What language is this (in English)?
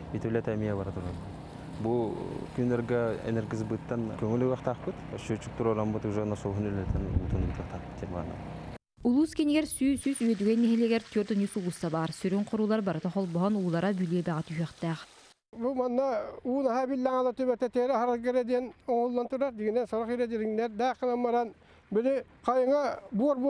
Yakut